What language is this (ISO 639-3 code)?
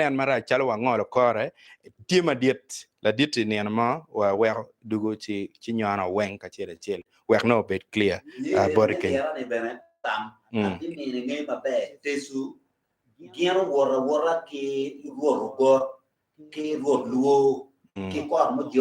ach